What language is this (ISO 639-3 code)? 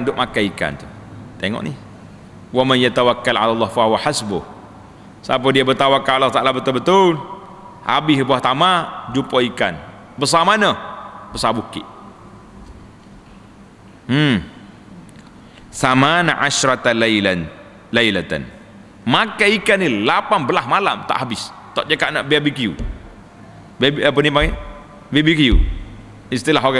msa